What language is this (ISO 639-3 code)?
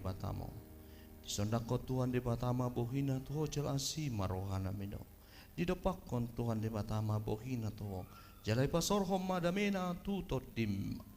bbc